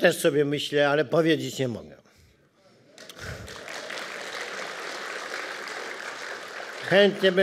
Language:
Polish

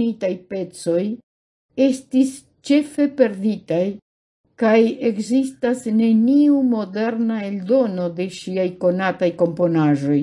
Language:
Esperanto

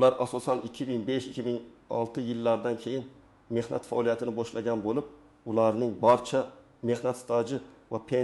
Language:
Uzbek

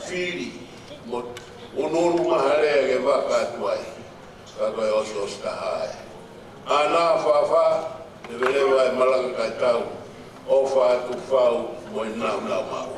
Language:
Tongan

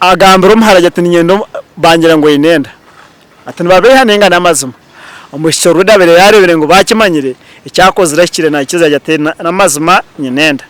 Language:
Nyankole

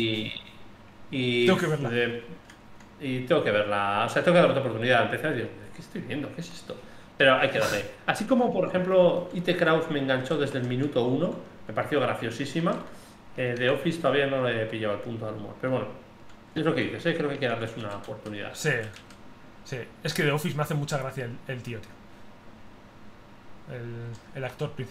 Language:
Spanish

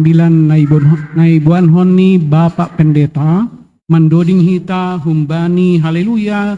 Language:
Batak Simalungun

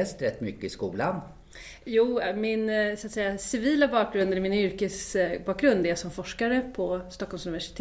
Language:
Swedish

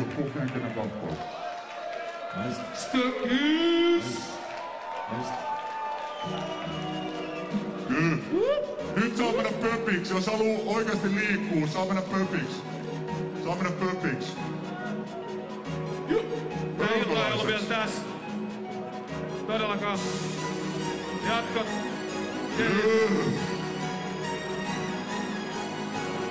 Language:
Finnish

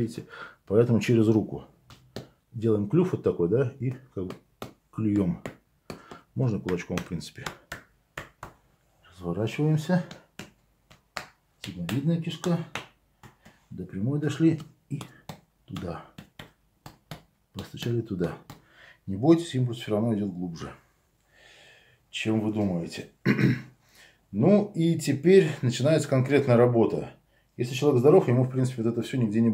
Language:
Russian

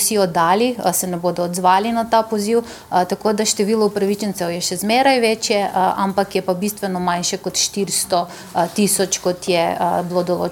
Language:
Slovenian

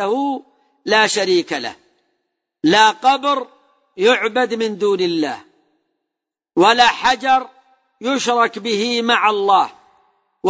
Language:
Arabic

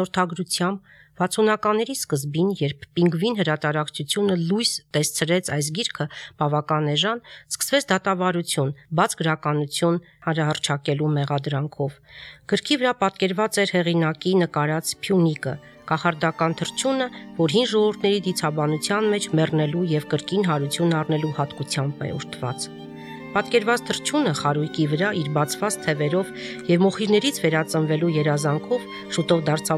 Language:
Armenian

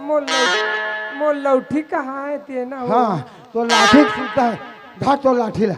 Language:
Chhattisgarhi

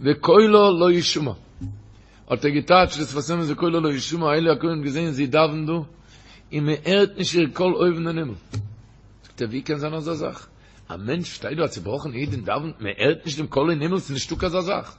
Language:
Yiddish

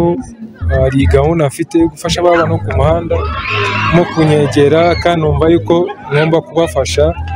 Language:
Kinyarwanda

